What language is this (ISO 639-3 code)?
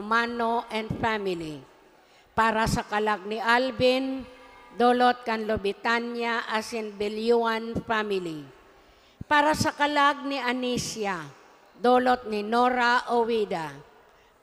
bik